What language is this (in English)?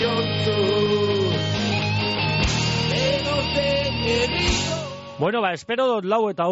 Basque